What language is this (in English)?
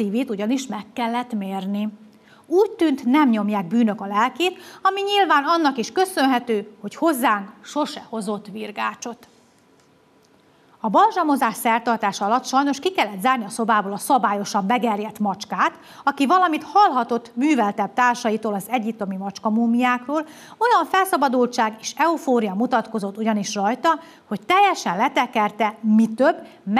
Hungarian